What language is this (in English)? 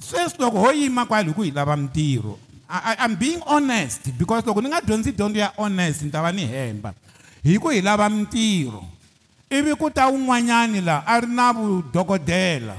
Tsonga